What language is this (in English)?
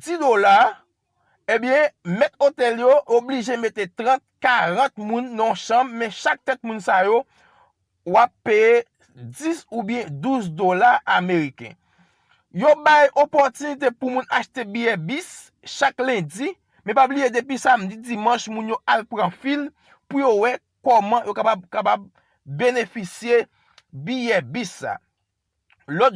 Haitian Creole